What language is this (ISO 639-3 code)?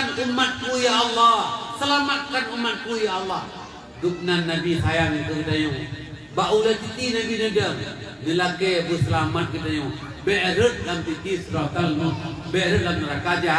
ace